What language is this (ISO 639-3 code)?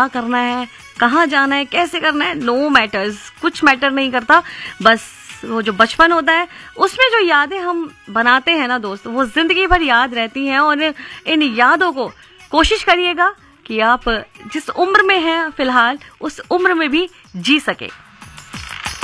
hin